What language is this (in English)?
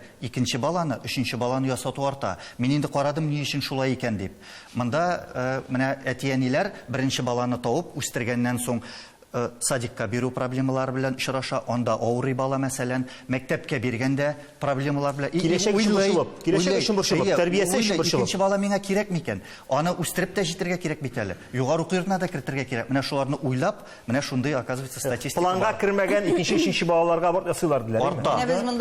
Tatar